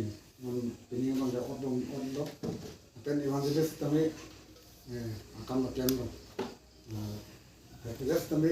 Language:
Karbi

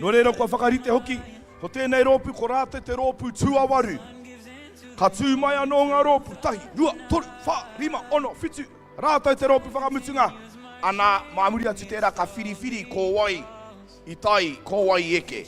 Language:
Māori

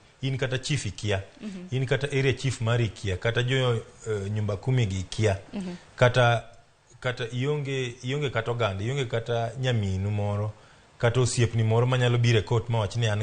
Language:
Luo (Kenya and Tanzania)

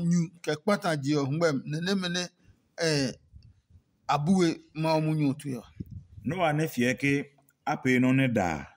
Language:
Adangme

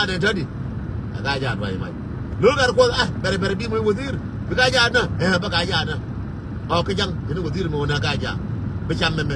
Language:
Nuer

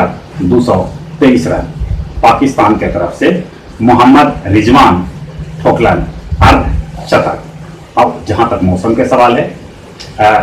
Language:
Magahi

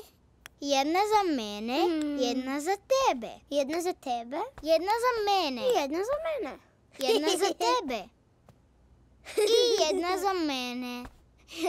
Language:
Croatian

